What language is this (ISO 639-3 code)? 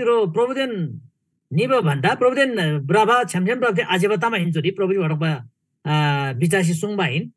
taj